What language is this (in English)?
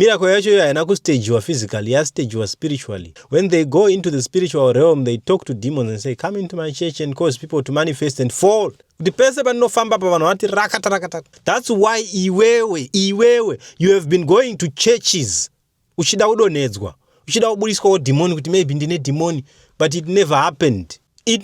Shona